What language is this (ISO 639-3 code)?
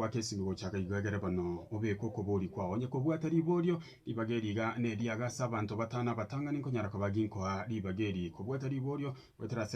guz